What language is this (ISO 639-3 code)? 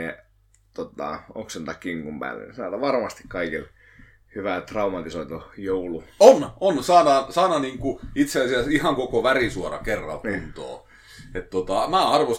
fin